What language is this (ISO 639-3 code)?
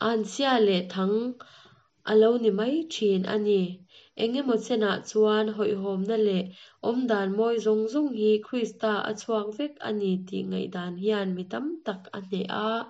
lus